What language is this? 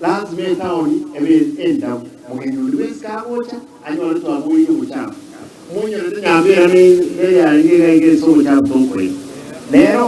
Gusii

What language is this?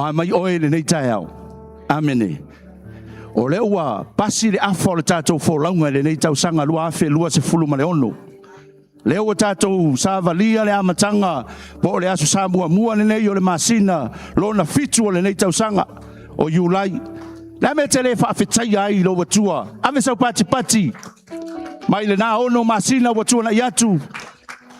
Samoan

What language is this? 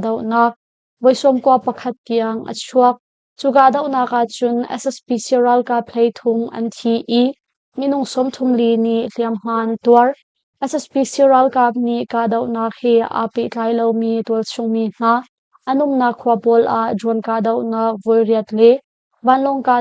Hakha Chin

